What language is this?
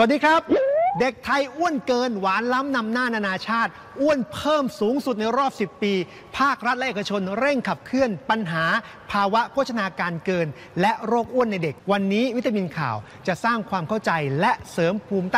Thai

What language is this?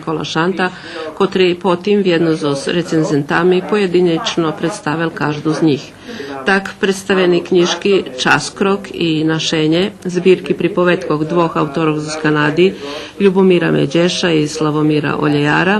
Rusyn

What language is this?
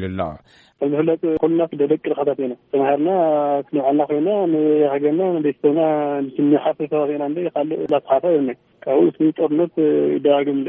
Tigrinya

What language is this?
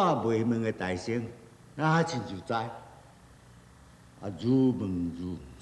Min Nan Chinese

